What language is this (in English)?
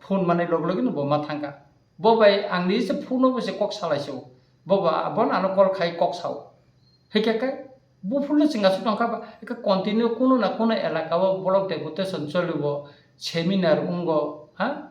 Kok Borok